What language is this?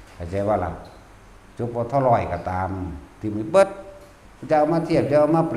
Northeastern Thai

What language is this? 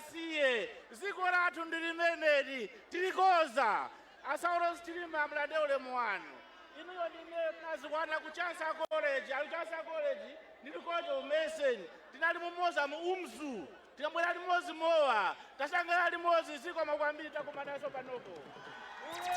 Nyanja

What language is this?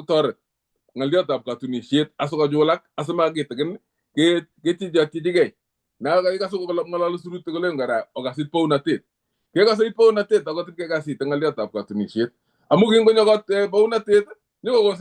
Kalenjin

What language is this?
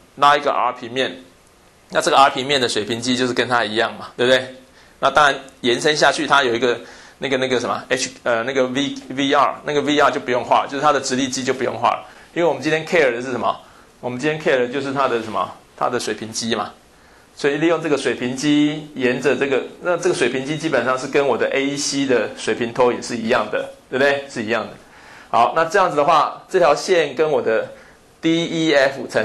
Chinese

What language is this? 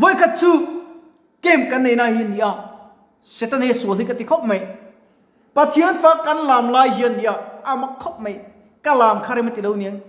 Mizo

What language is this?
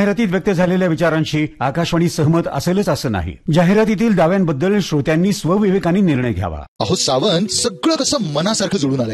Marathi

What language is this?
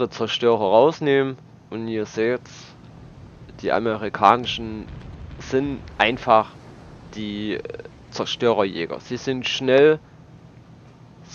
German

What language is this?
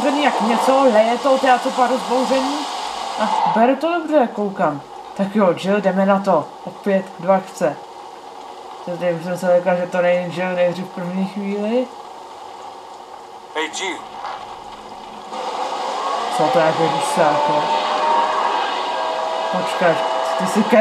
Czech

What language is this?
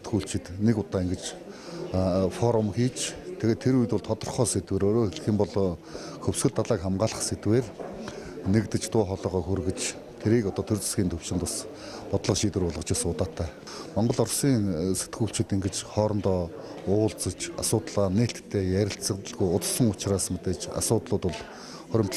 Mongolian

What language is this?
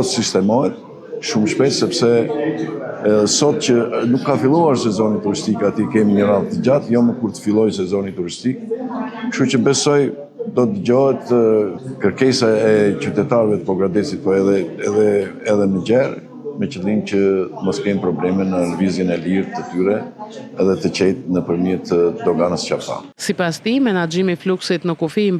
Albanian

